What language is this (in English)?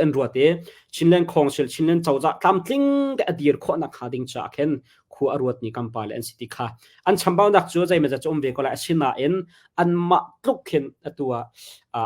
Hakha Chin